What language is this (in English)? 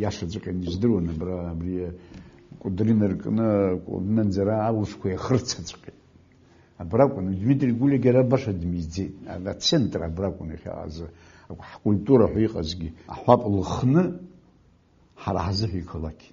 Abkhazian